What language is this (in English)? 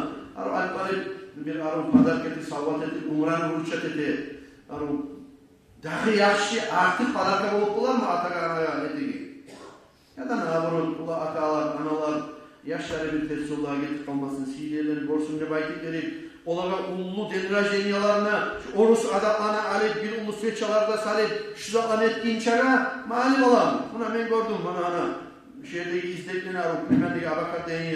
Kumyk